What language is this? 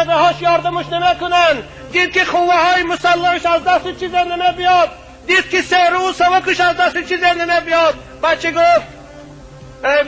Tajik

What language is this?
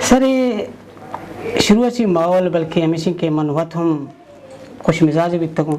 Eastern Balochi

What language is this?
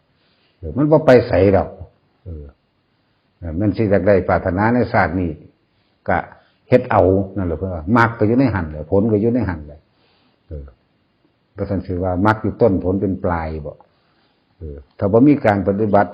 Northeastern Thai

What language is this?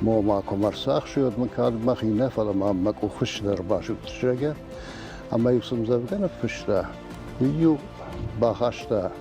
Ossetic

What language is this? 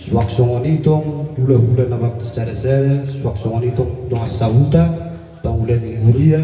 Batak Toba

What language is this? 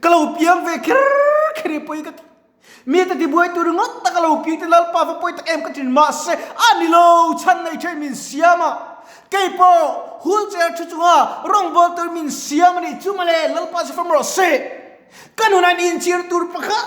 Mizo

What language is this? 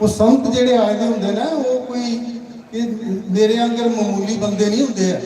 Dogri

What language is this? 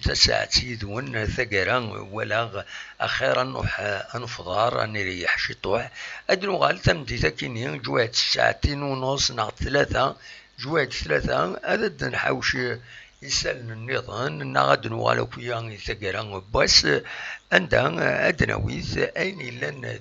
Kabyle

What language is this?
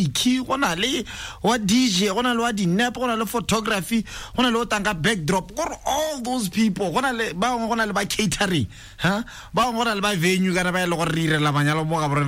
Tswana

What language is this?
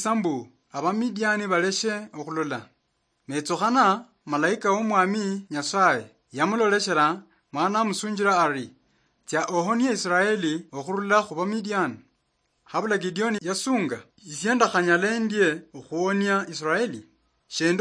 Luyia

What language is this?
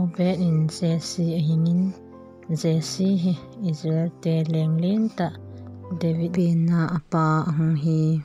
Thado Chin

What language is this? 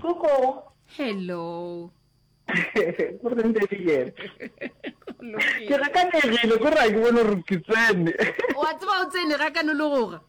Northern Sotho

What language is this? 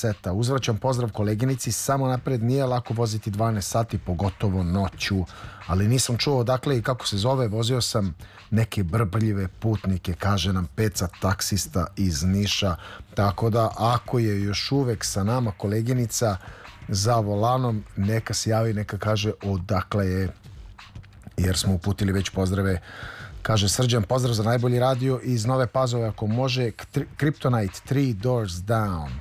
Serbian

